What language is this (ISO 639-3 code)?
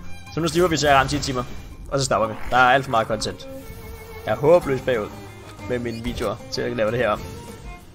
dan